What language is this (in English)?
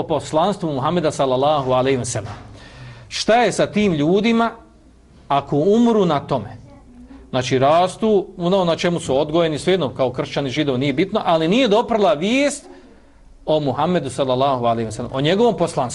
Bosnian